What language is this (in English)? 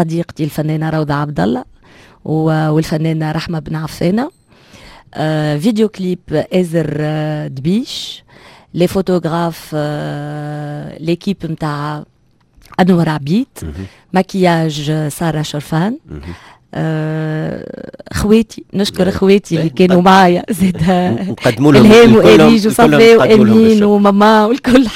Tunisian Arabic